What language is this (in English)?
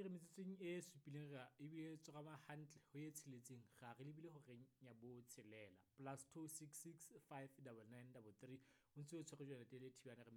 Southern Sotho